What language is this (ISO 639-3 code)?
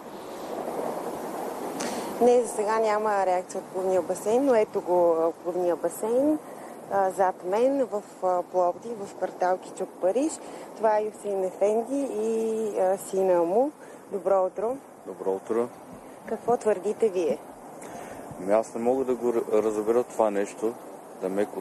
bul